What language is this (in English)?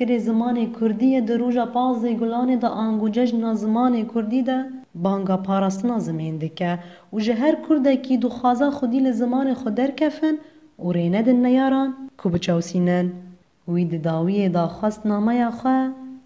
Kurdish